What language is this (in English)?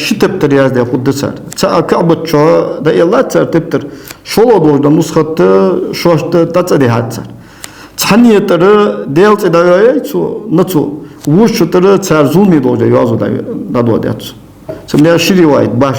Ingush